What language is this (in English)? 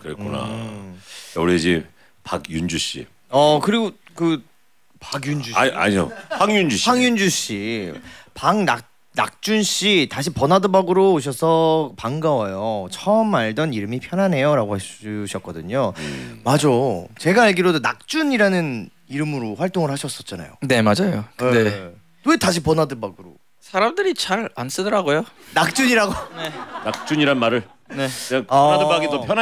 Korean